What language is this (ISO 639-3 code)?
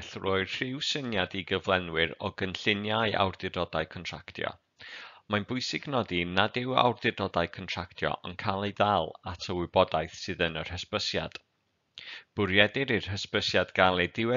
cym